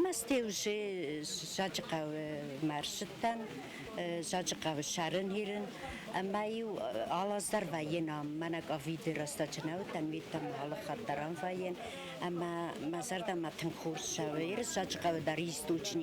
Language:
Ossetic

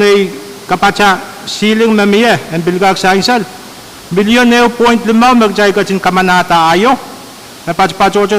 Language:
Pohnpeian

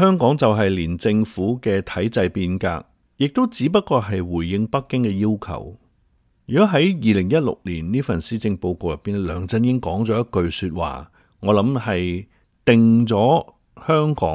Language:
Cantonese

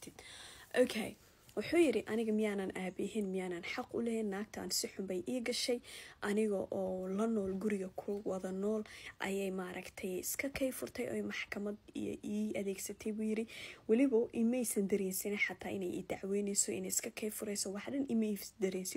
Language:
Somali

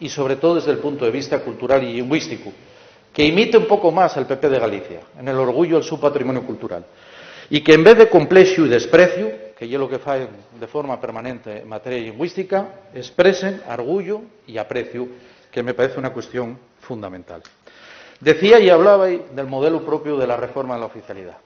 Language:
Asturian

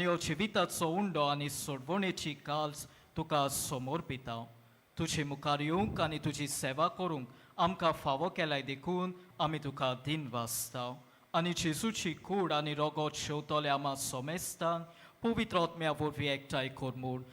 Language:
Konkani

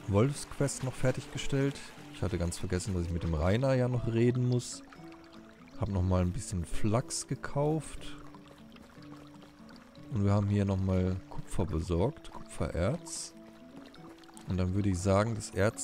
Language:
German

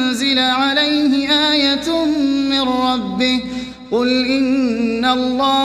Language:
Arabic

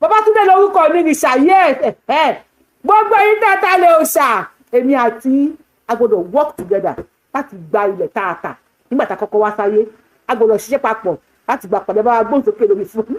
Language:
Yoruba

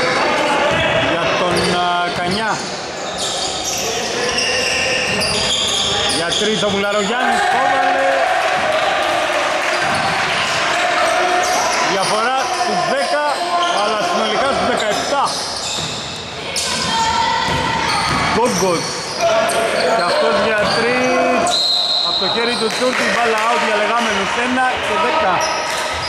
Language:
Greek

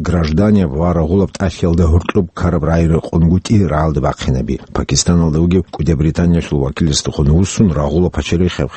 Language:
Avaric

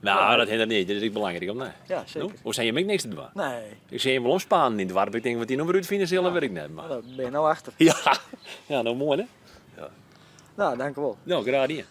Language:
Western Frisian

